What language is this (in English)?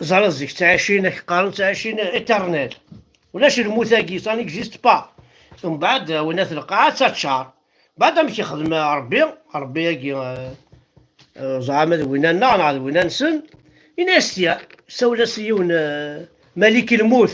Kabyle